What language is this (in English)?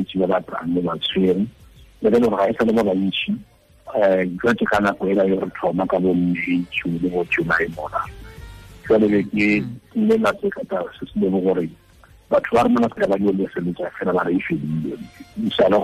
Tswana